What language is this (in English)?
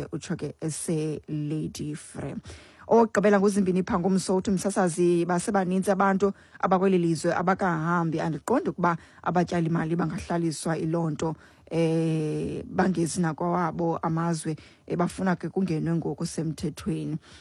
Xhosa